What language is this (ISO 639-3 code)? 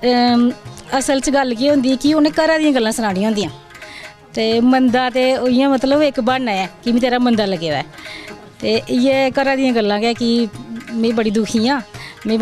doi